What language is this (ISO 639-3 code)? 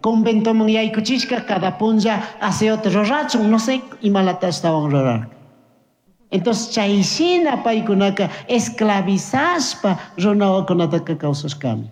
qug